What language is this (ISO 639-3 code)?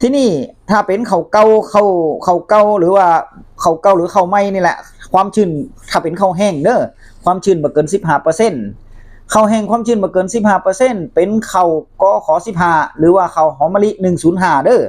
tts